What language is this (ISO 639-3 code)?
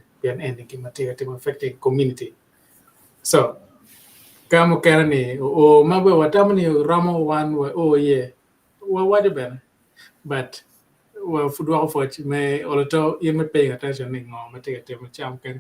ach